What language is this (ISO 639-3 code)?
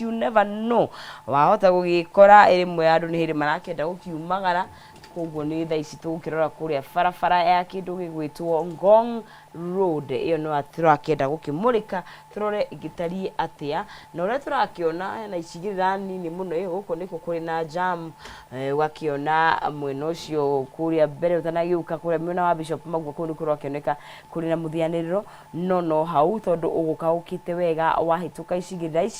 kik